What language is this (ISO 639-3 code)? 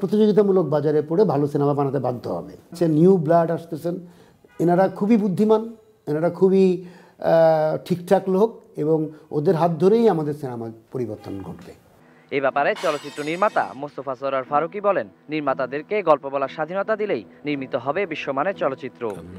ben